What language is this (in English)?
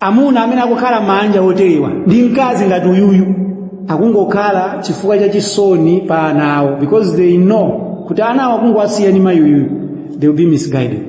Nyanja